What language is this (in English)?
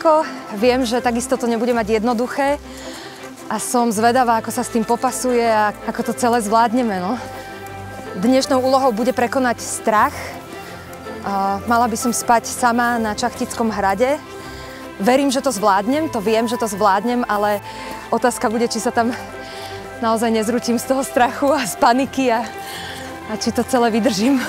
Slovak